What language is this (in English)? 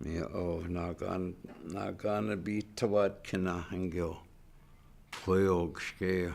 Chippewa